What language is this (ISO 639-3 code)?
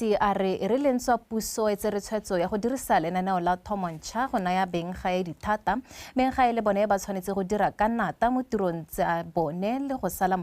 tsn